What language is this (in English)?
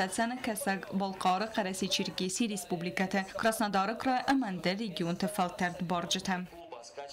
Ossetic